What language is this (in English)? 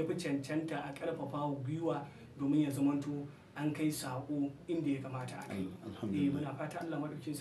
Hausa